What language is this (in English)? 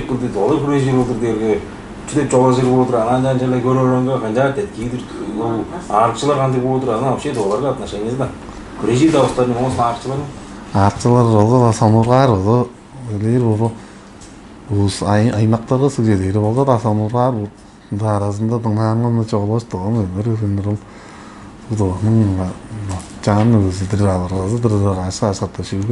Tuvinian